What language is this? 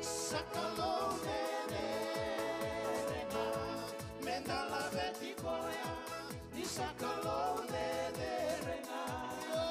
Fijian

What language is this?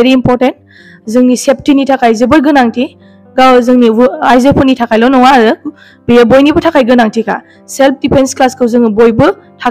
Bodo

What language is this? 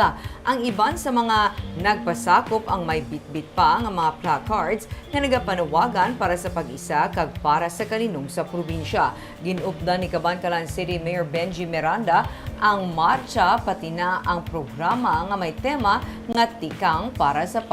Hiligaynon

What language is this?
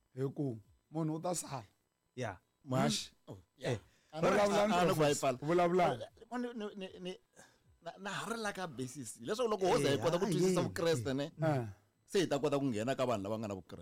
Tsonga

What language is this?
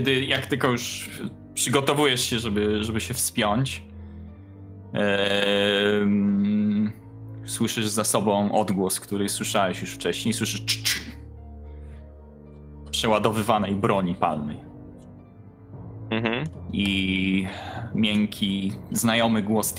Polish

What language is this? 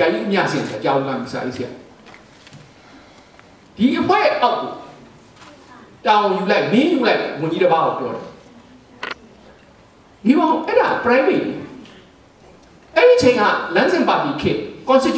Burmese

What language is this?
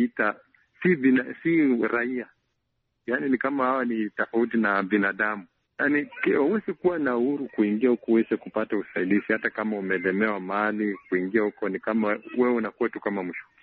Swahili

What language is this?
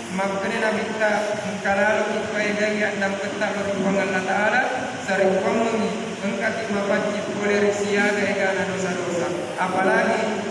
Buginese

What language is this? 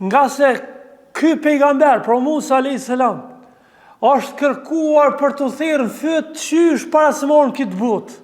Albanian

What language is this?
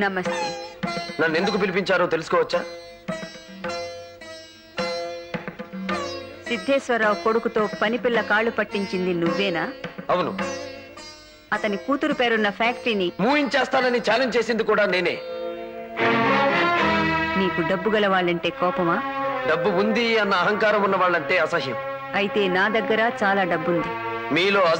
Telugu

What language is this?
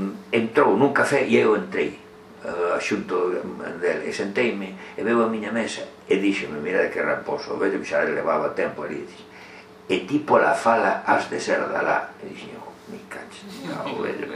Galician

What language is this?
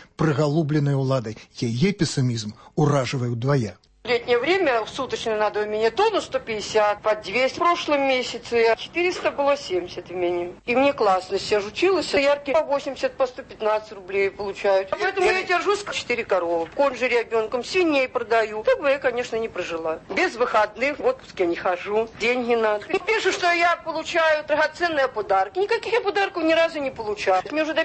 Belarusian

